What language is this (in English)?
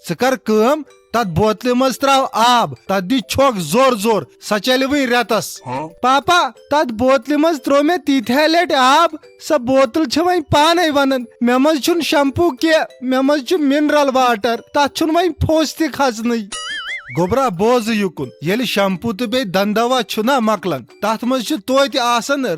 Kashmiri